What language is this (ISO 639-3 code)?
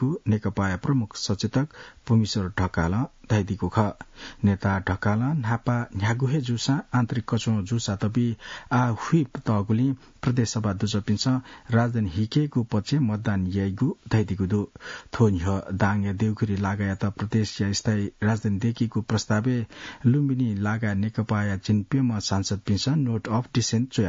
new